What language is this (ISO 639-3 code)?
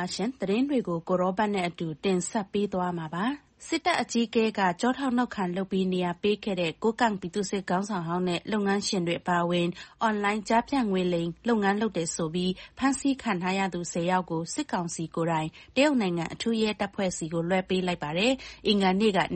mya